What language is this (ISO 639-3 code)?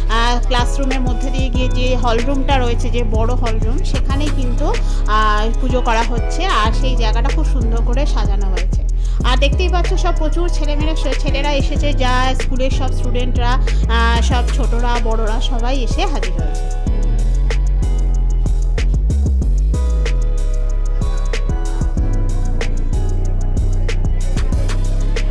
ben